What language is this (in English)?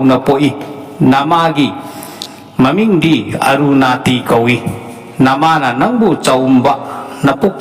Manipuri